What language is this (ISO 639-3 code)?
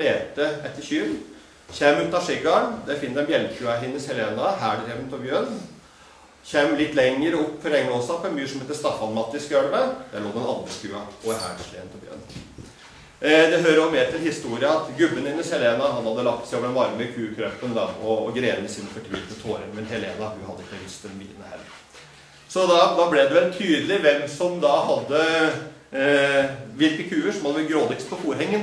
nor